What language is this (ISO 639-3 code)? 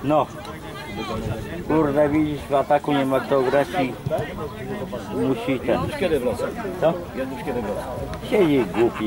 pol